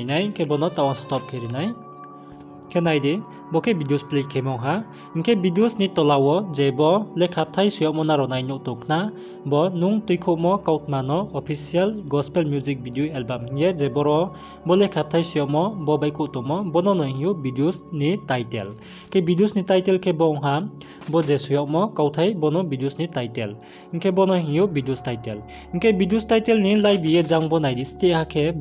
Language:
Riang (India)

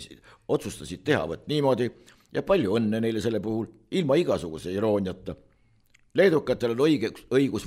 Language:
Estonian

